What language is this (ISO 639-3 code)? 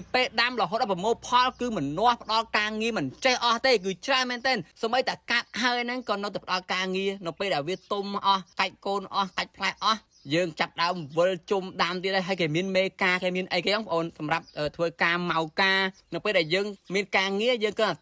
khm